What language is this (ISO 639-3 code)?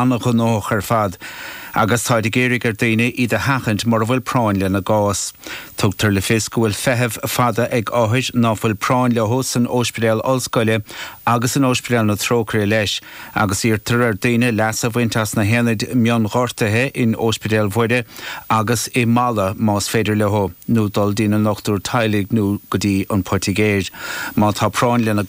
gle